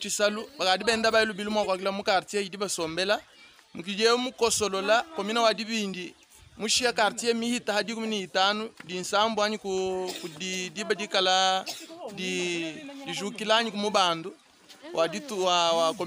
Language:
Luba-Lulua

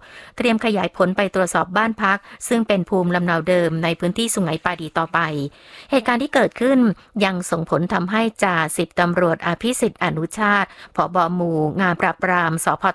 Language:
Thai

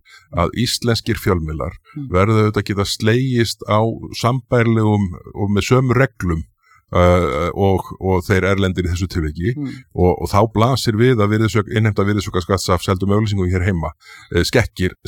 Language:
Icelandic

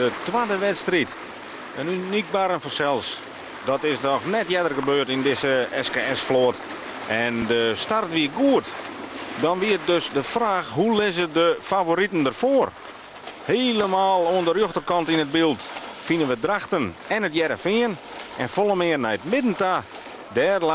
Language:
Western Frisian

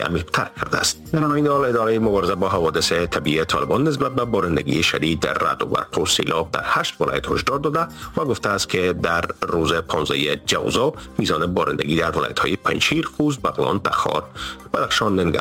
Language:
Persian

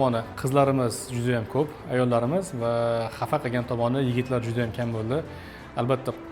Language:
Uzbek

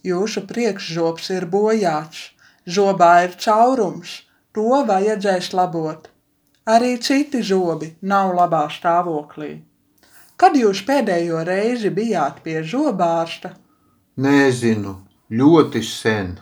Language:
Latvian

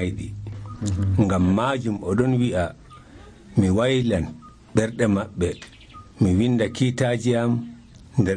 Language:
Nigerian Fulfulde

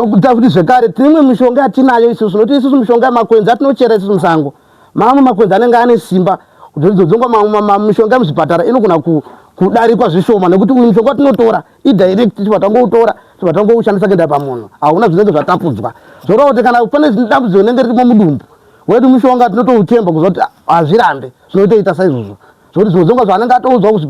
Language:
Shona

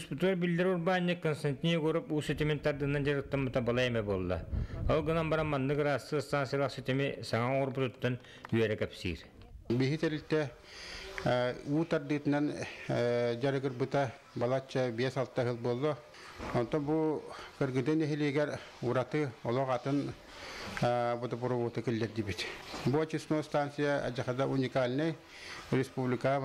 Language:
Yakut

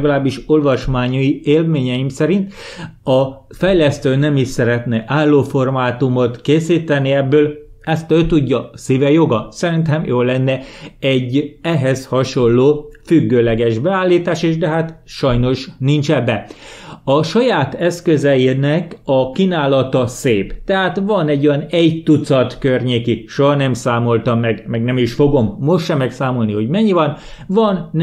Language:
Hungarian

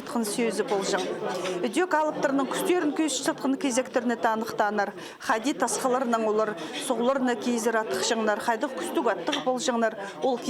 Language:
Khakas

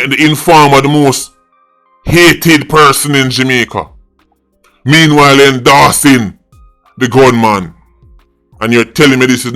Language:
Jamaican Creole English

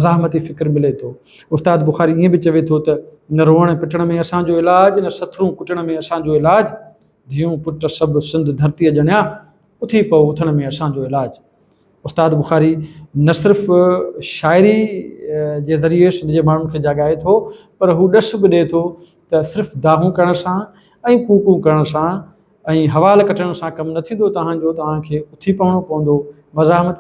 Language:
Sindhi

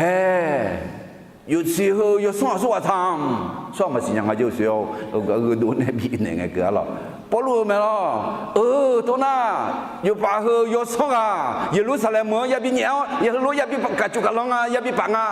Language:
Akha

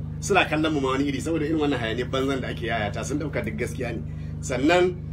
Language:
Hausa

